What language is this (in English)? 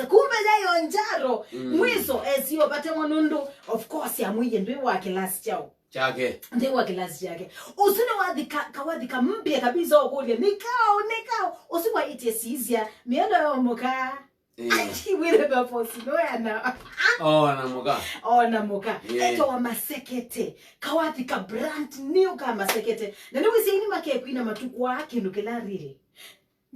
Kamba